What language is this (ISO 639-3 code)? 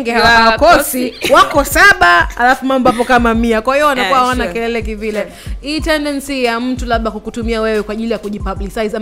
swa